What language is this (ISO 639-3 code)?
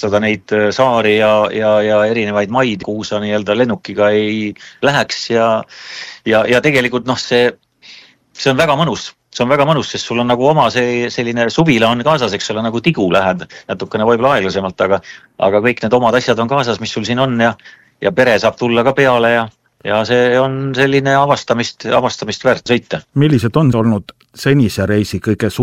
est